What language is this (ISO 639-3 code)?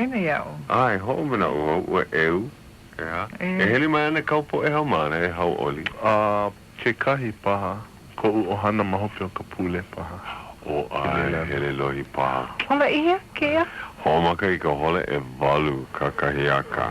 haw